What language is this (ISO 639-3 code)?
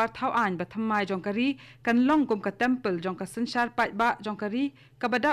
kha